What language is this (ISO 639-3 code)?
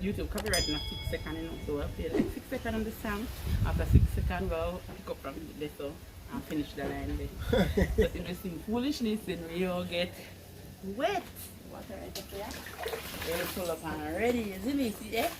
jam